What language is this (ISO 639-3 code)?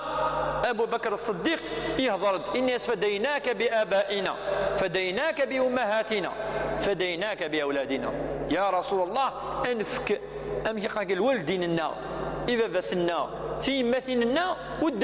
kab